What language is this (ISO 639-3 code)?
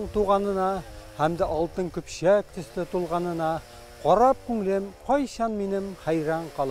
tat